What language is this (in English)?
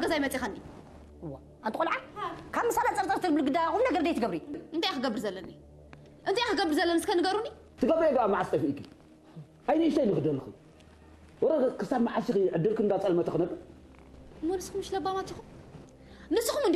Tigrinya